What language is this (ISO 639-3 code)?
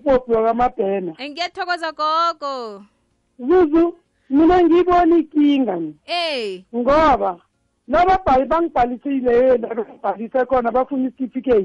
nbl